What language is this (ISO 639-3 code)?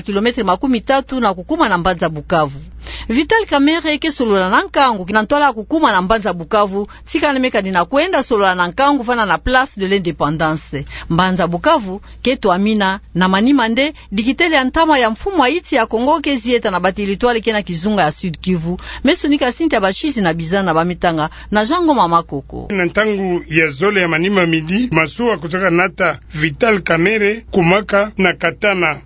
ktu